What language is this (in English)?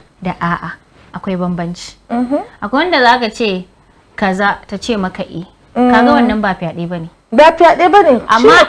Hausa